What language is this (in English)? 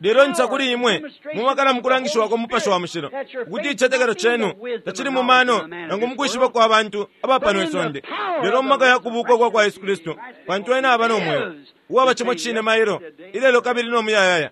Bemba